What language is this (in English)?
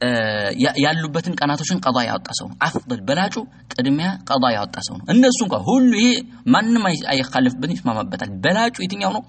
Amharic